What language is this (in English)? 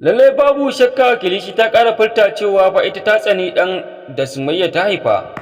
Hausa